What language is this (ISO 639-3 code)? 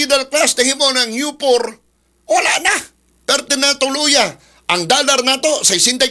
ceb